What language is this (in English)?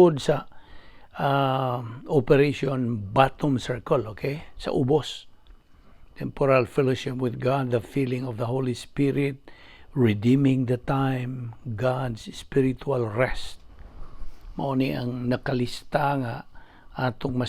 Cebuano